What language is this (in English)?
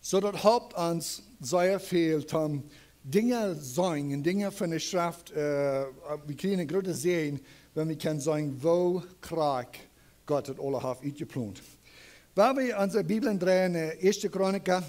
Plautdietsch